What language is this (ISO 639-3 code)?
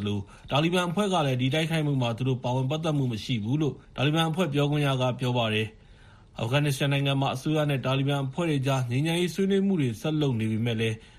mya